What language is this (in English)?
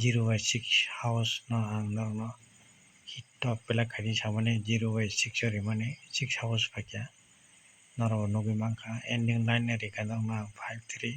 Kok Borok